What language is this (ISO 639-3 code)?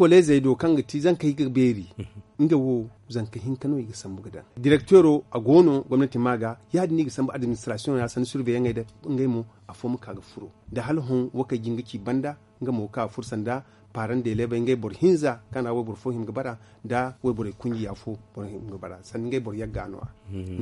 dje